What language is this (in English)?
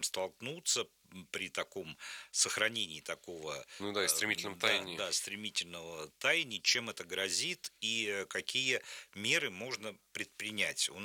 Russian